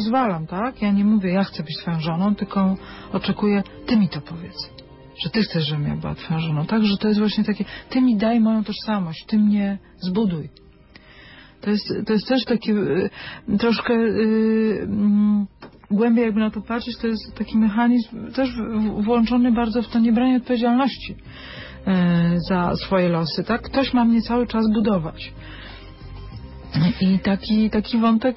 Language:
Polish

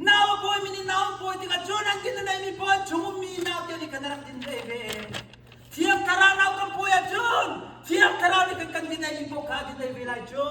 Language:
Hakha Chin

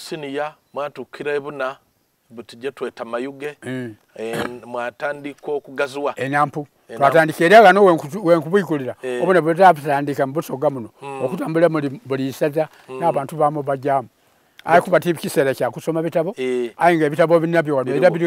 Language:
Soga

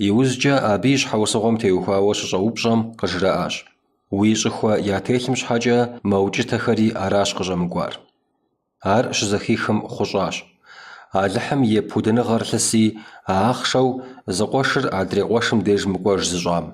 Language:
Kabardian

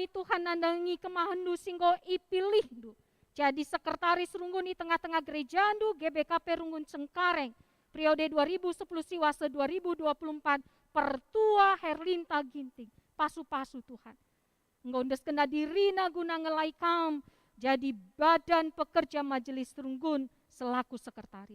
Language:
Batak Karo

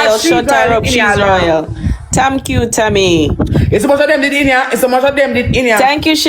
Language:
Jamaican Creole English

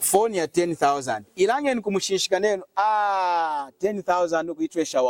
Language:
Lunda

